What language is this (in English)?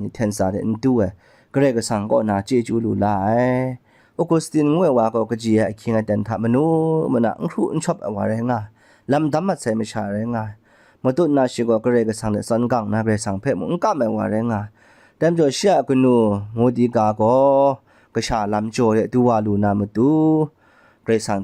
Kachin